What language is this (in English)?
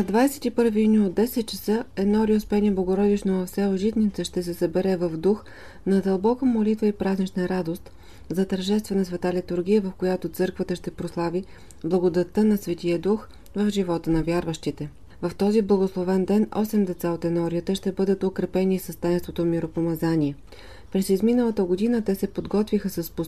Bulgarian